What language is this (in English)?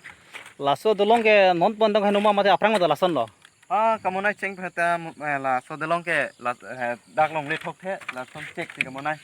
Karbi